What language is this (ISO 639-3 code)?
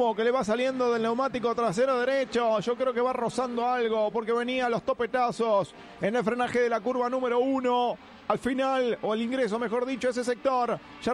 spa